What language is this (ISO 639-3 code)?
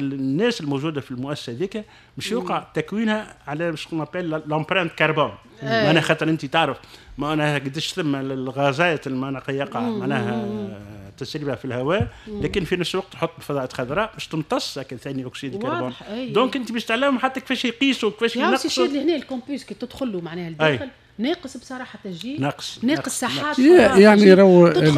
aeb